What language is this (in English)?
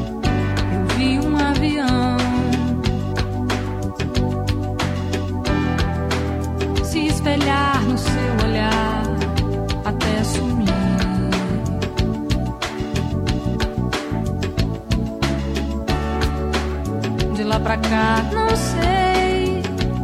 Portuguese